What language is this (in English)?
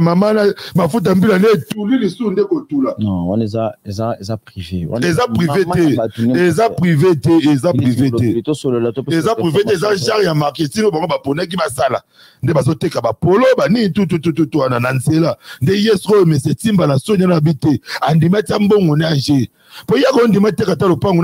Lingala